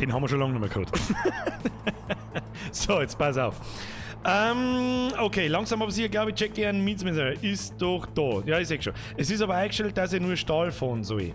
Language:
Bavarian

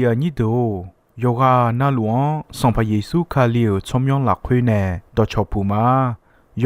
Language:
Akha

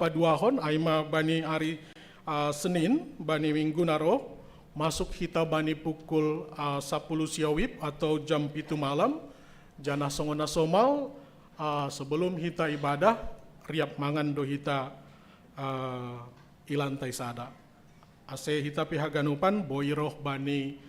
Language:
Batak Simalungun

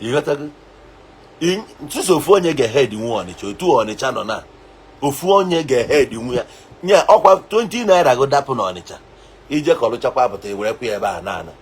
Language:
Igbo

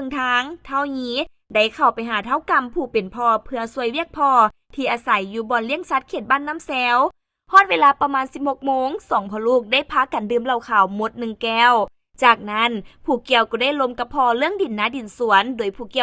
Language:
Lao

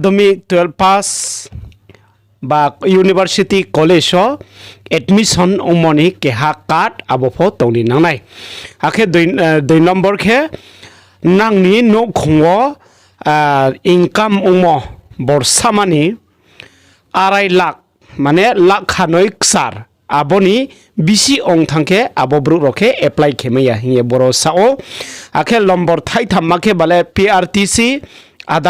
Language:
Riang (India)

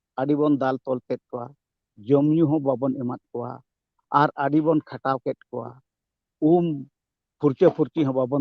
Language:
Santali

